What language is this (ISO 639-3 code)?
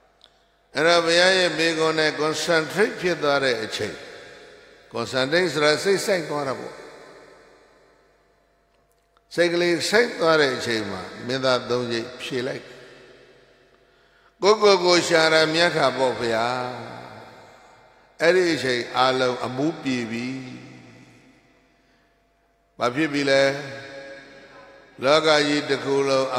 mya